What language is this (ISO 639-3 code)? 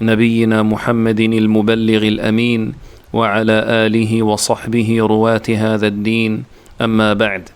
kea